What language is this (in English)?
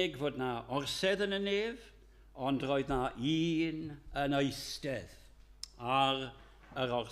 Welsh